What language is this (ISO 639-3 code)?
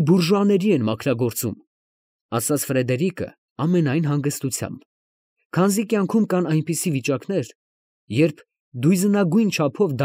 hye